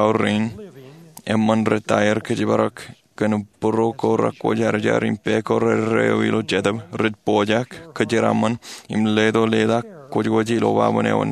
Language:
Marshallese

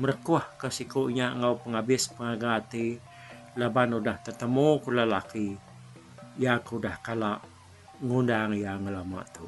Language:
Iban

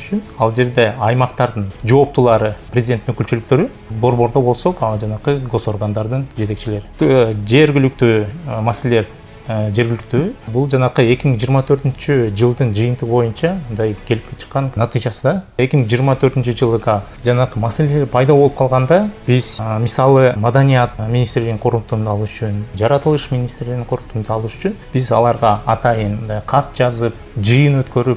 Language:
Kyrgyz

